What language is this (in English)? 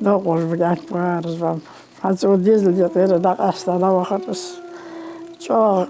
Ingush